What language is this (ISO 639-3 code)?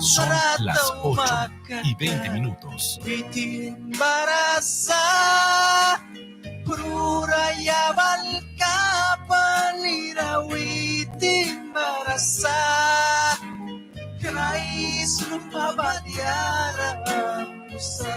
miq